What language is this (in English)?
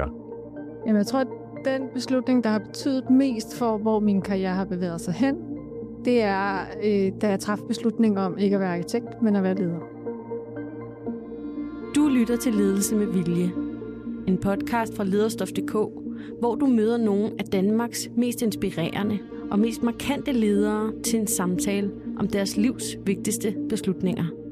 Danish